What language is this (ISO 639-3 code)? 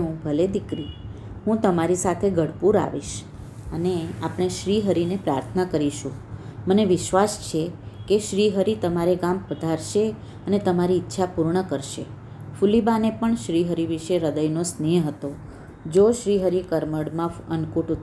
guj